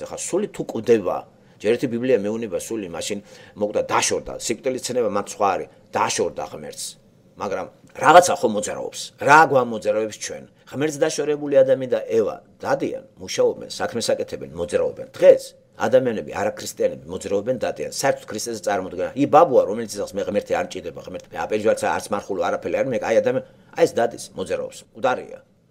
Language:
Georgian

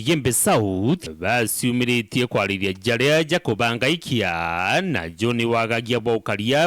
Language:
Meru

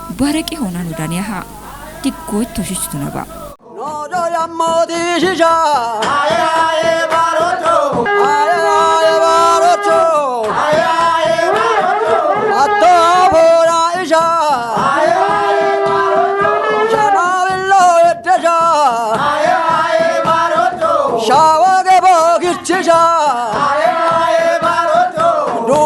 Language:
Kafa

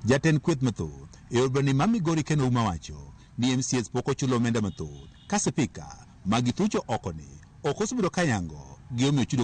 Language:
Luo (Kenya and Tanzania)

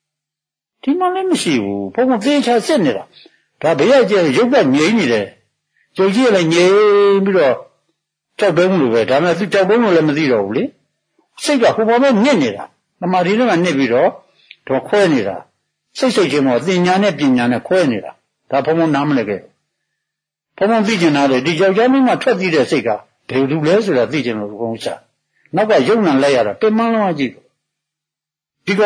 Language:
Burmese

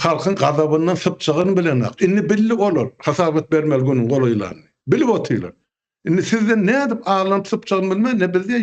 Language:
Turkmen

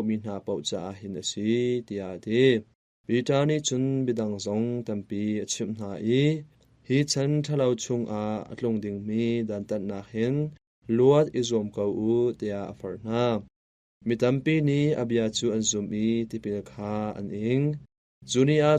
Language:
Hakha Chin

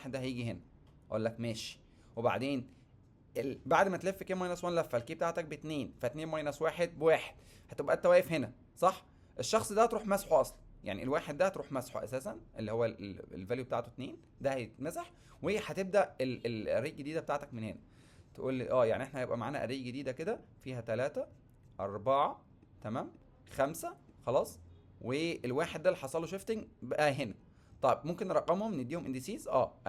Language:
Egyptian Arabic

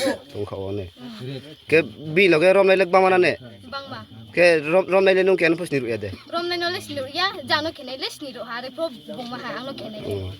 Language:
Riang (India)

